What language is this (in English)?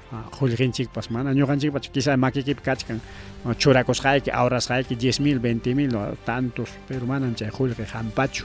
Ayacucho Quechua